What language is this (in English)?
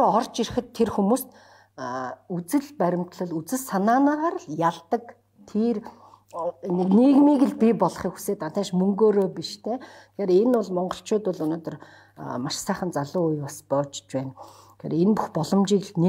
Mongolian